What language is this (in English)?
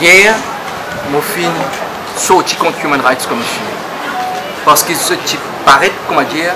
Morisyen